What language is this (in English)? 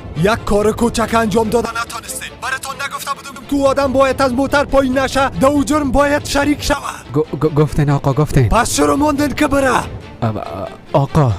Persian